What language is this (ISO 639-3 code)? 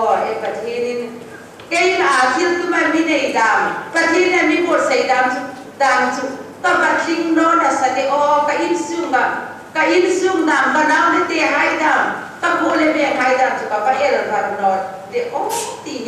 hmr